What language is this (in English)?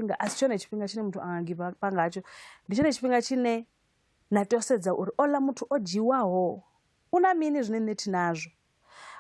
Venda